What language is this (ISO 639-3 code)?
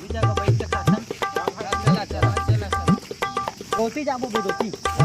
hne